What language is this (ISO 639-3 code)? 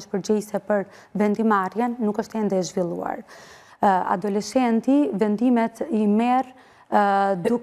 sqi